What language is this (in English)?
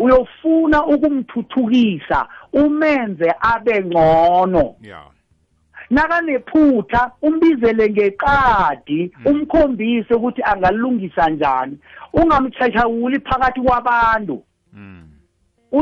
South Ndebele